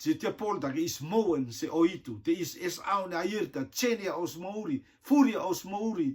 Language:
Rotuman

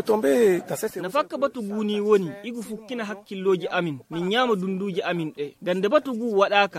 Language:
Fula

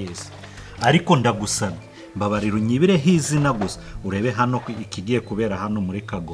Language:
Kinyarwanda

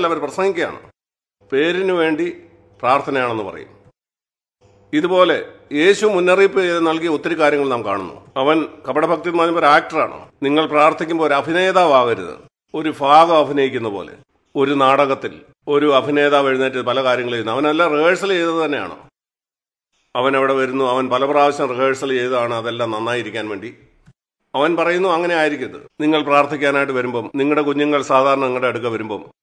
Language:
Malayalam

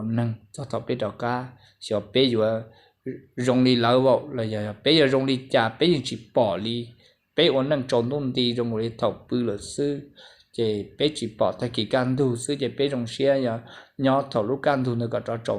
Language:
Hmong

